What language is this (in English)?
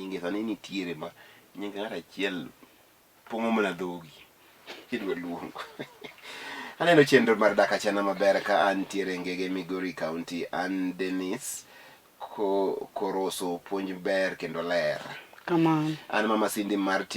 Luo (Kenya and Tanzania)